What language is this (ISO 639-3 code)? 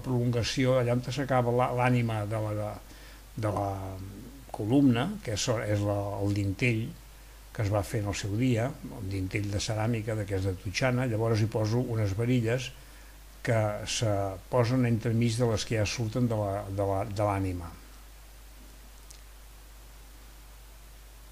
cat